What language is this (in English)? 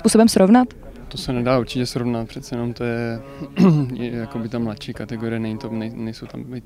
Czech